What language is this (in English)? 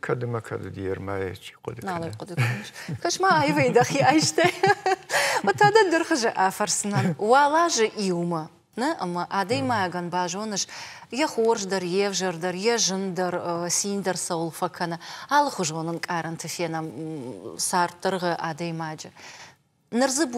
Ossetic